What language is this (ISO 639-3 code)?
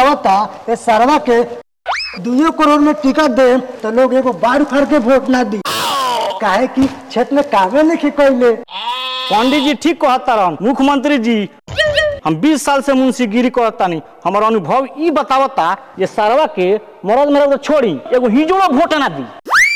bho